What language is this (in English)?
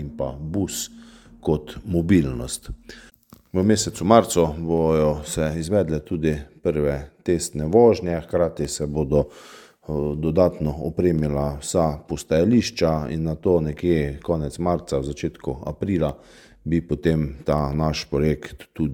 Slovenian